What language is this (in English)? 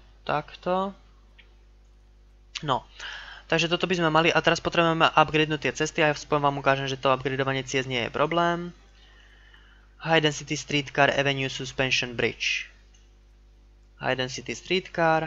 Slovak